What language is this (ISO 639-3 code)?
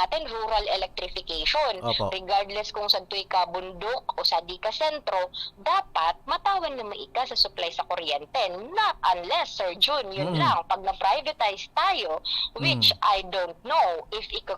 bik